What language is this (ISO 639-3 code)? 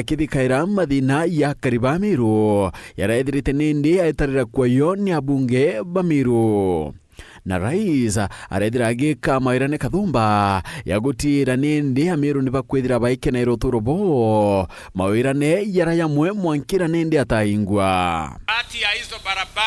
mer